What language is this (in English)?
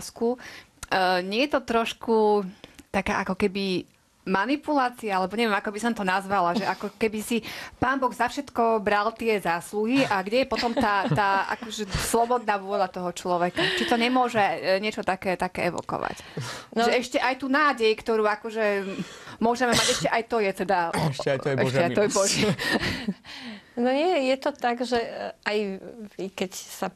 Slovak